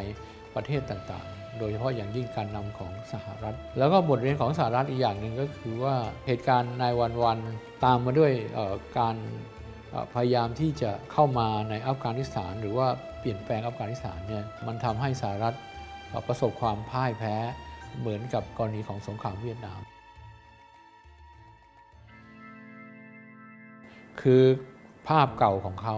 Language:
Thai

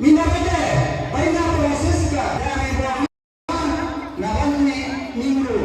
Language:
Toraja-Sa'dan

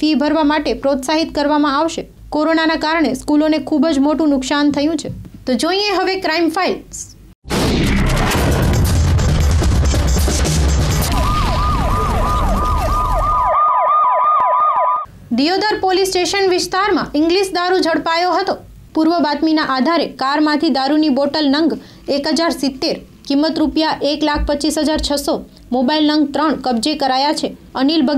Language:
Gujarati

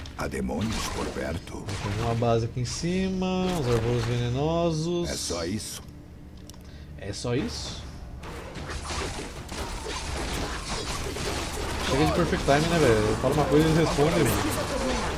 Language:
Portuguese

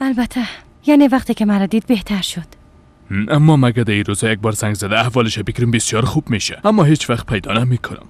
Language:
Persian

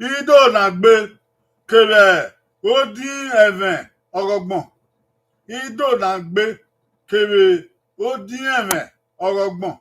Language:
Bini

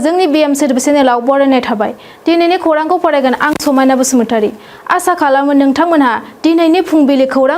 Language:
Bodo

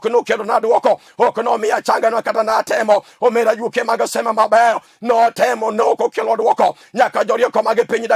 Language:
Luo (Kenya and Tanzania)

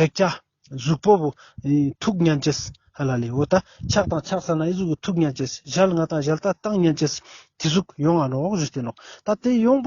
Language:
Ladakhi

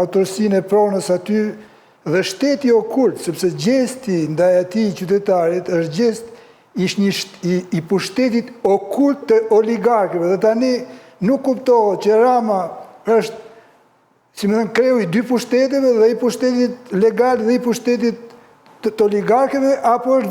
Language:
Albanian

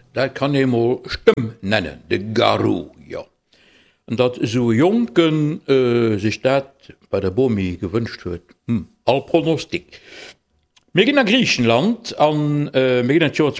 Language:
Luxembourgish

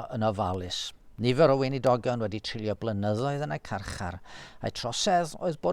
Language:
Welsh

